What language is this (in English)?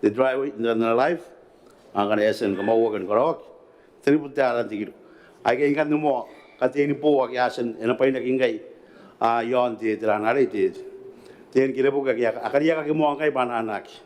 Gilbertese